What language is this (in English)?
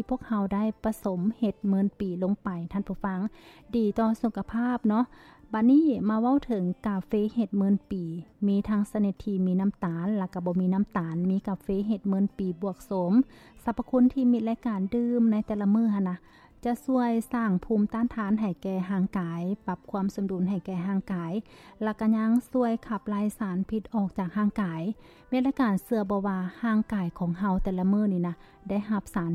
Lao